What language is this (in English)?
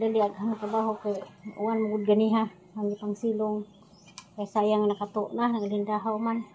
Cebuano